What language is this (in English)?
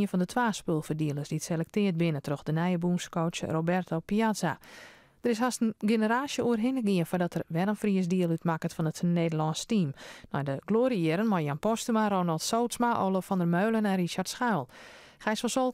Western Frisian